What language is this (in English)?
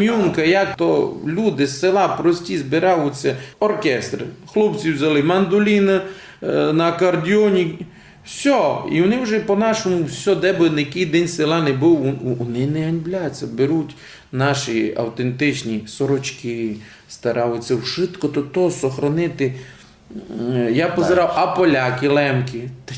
Rusyn